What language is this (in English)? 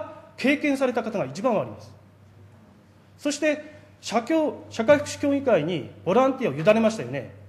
Japanese